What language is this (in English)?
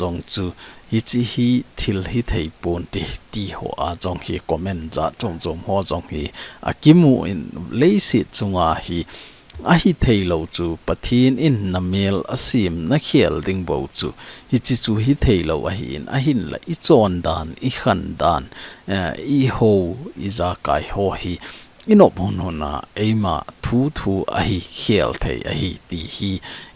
Thado Chin